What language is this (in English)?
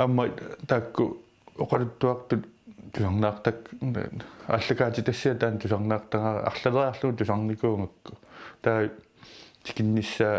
Kalaallisut